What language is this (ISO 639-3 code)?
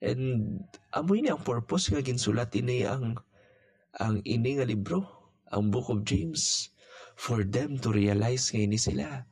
hil